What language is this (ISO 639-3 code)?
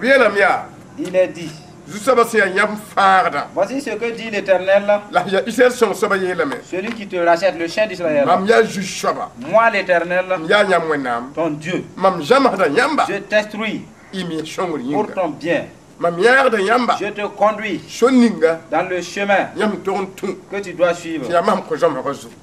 mos